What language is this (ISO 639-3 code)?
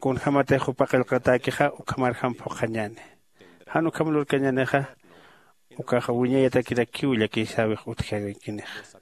aym